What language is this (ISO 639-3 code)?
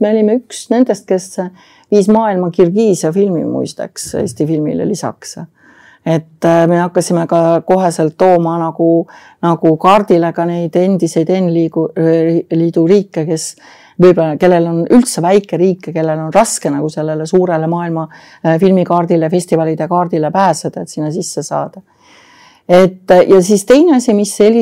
est